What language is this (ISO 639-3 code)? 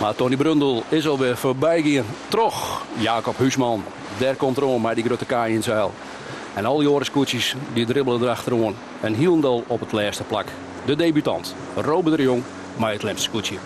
fry